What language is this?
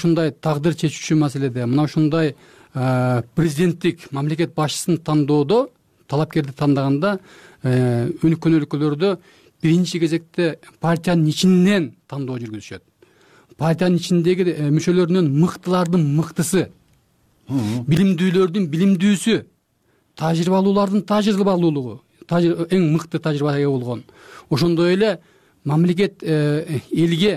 Kyrgyz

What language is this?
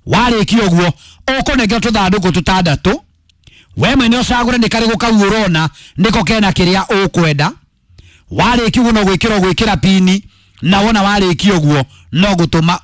Kikuyu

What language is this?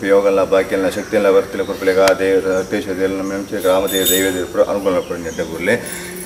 Kannada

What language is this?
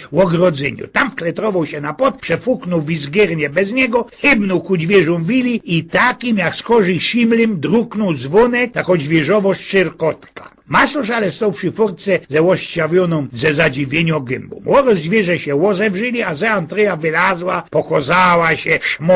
Silesian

